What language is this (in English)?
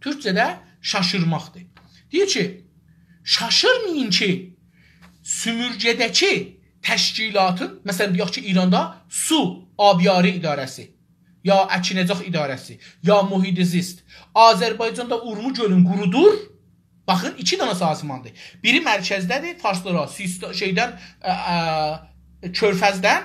South Azerbaijani